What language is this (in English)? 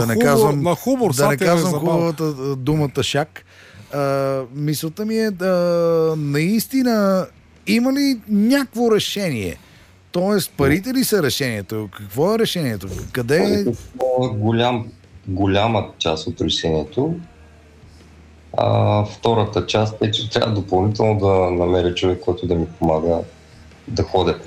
Bulgarian